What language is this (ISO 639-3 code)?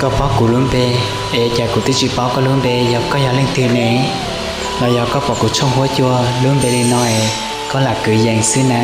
hmn